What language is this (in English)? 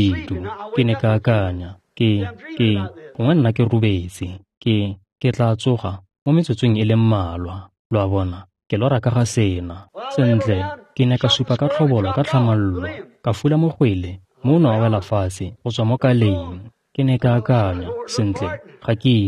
Tswana